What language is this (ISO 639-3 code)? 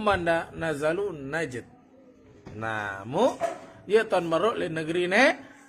sas